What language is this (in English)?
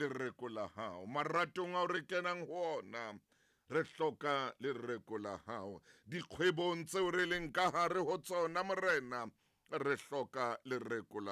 Southern Sotho